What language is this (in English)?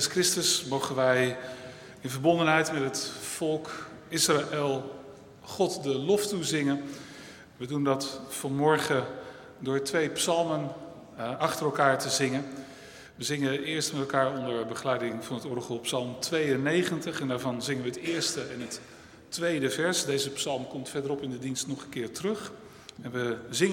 Dutch